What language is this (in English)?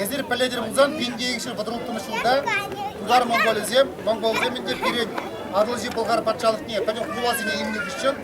Chuvash